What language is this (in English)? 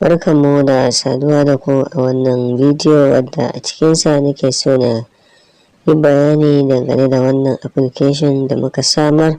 Hausa